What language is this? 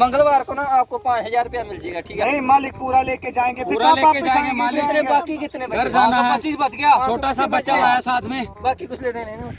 Dogri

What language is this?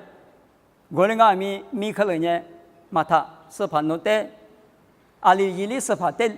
Lisu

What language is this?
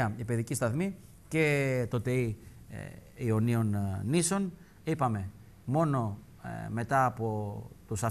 Greek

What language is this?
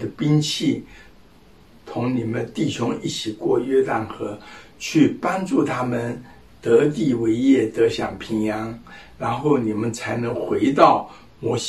Chinese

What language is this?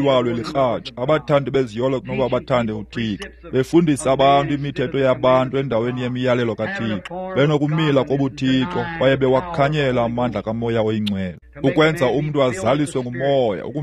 Xhosa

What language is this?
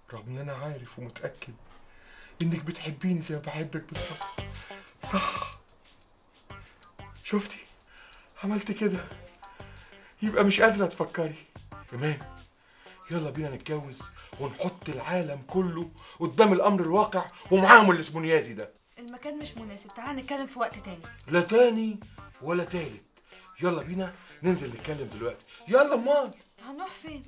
Egyptian Arabic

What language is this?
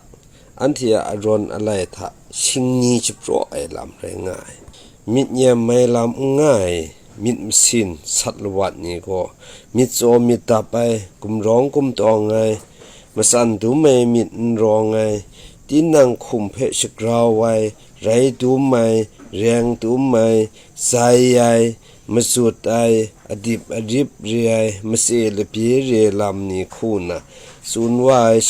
Kachin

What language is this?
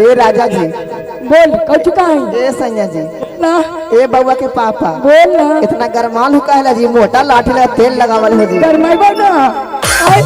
Magahi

